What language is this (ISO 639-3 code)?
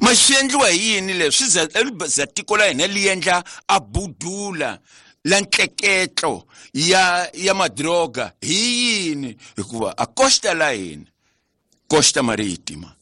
tso